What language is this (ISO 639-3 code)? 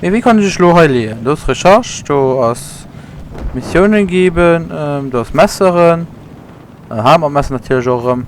ltz